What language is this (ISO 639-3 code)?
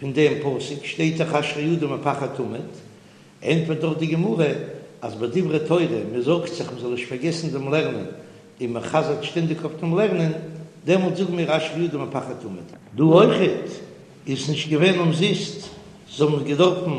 yid